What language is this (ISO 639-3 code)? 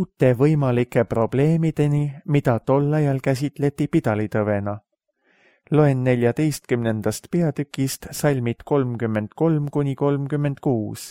est